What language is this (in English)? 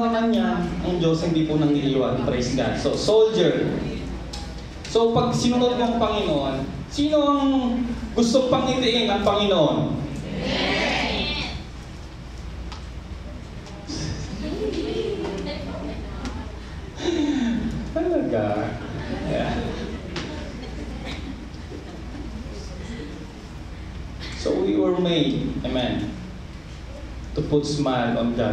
Filipino